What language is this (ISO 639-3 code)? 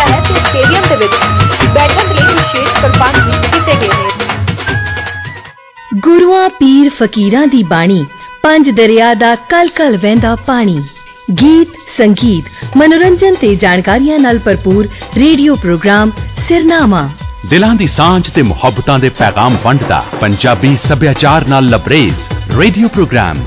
pan